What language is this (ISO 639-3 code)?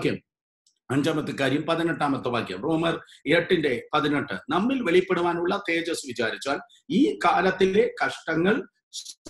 mal